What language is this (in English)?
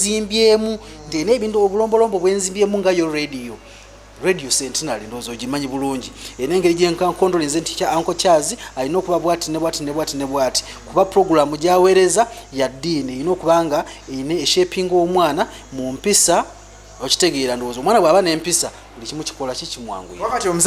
Ganda